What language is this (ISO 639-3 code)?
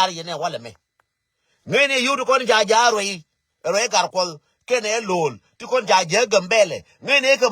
nus